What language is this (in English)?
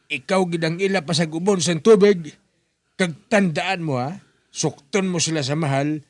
Hiligaynon